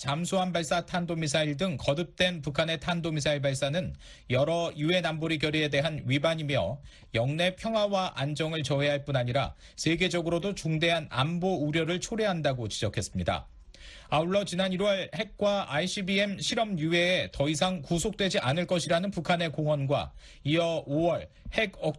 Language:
Korean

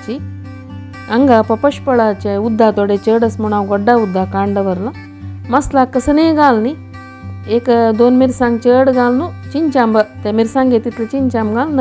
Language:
Konkani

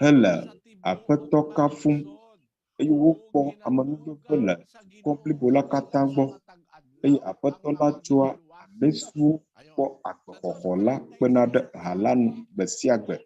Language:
Ewe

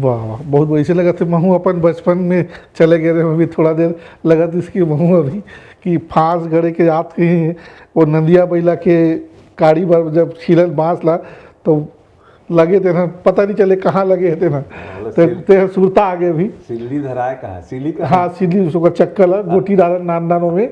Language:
Chhattisgarhi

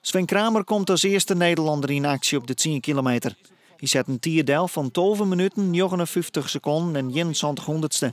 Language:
Western Frisian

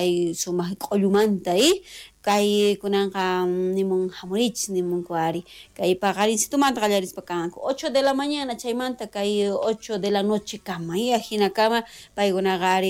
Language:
South Bolivian Quechua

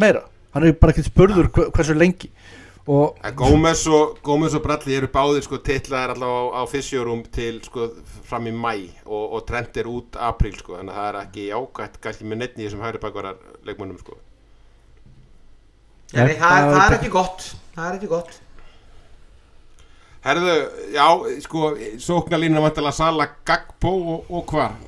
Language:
Icelandic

